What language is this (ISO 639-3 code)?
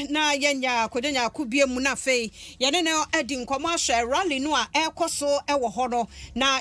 aka